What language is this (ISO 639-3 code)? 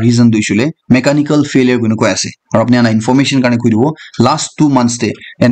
nag